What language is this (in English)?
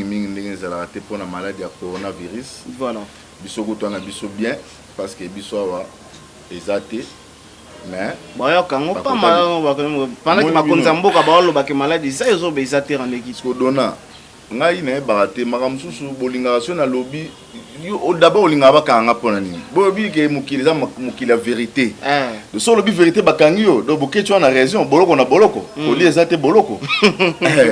Lingala